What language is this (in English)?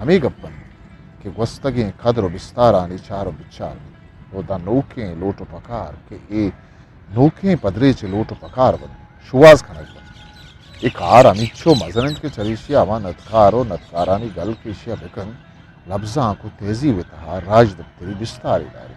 Eastern Balochi